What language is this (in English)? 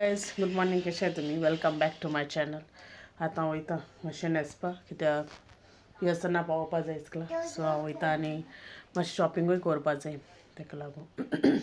Konkani